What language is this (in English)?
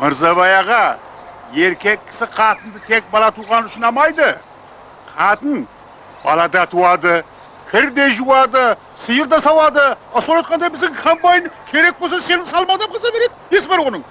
Kara-Kalpak